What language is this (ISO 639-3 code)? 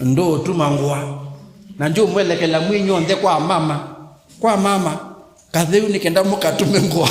kam